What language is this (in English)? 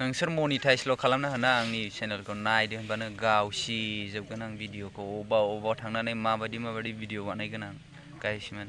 Bodo